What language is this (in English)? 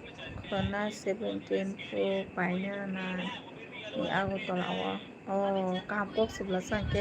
Kok Borok